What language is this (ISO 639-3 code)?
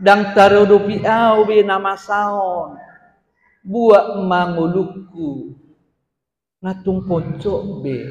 bbc